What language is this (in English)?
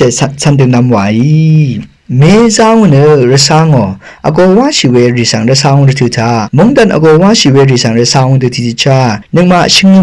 Rawang